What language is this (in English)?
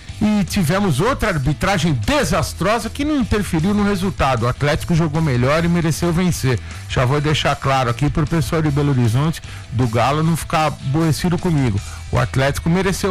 Portuguese